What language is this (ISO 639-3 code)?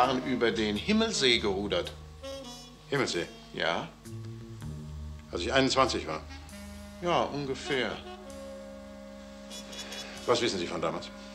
deu